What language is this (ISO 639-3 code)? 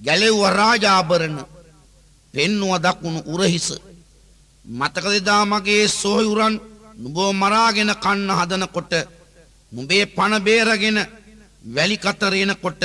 sin